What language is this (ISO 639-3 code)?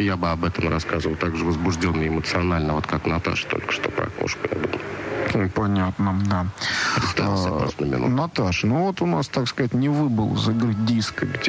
rus